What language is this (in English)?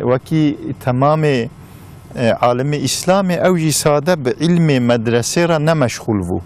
Kurdish